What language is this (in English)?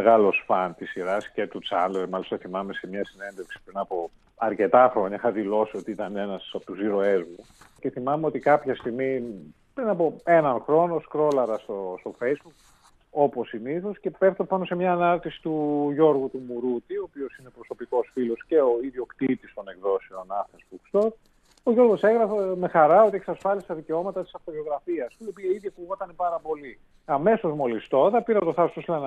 Greek